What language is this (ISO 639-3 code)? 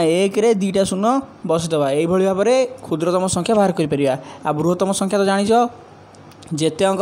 ori